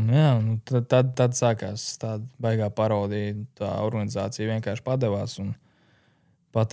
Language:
Latvian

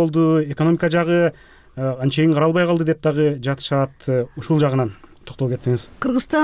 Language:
Kyrgyz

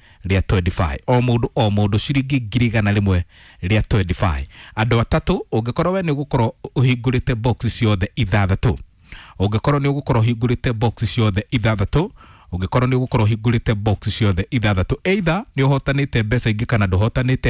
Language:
Kikuyu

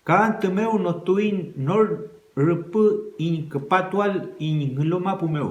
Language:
Mapuche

